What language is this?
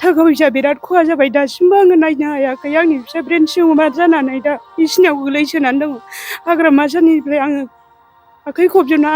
Bodo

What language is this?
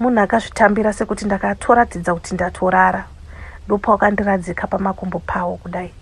Shona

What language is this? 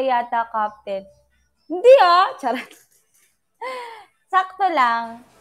Filipino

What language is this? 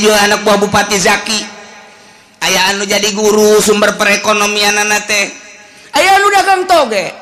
Sundanese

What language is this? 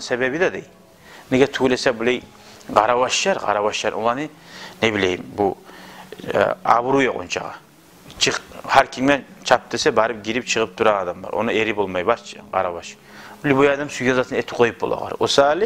Kumyk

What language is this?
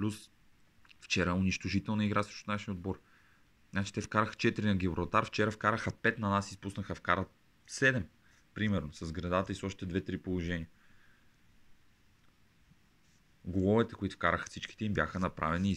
Bulgarian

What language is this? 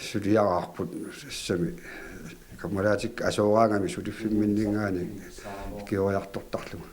Kalaallisut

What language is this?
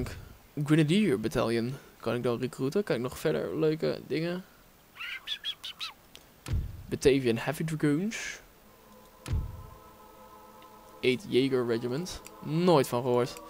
Dutch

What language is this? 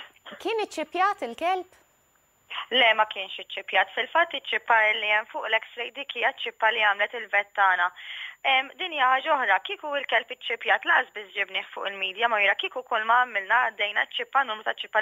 Maltese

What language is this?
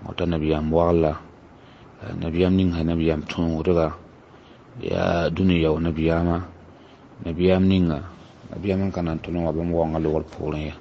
Mossi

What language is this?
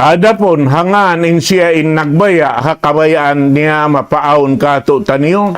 Tausug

